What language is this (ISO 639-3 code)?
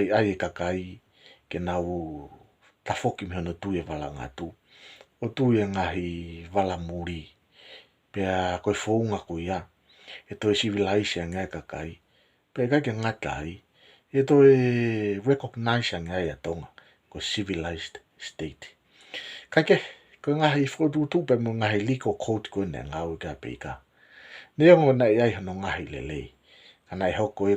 ton